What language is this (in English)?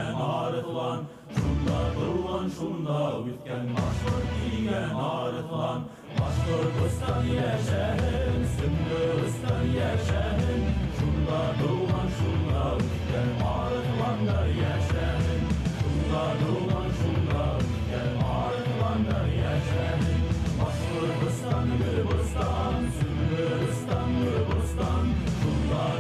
Bashkir